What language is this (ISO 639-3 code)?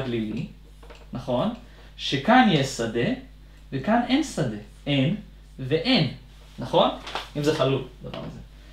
heb